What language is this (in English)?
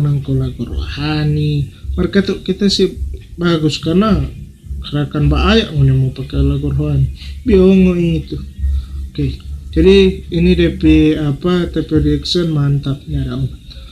Manado Malay